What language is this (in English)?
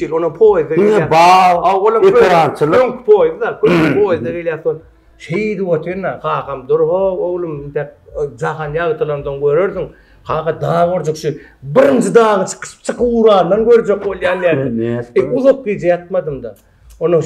Turkmen